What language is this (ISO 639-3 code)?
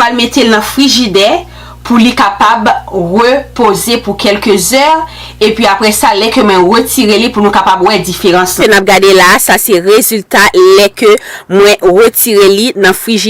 hat